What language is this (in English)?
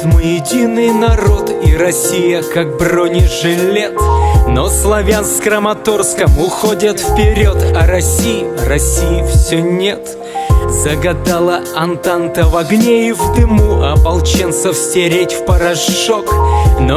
Russian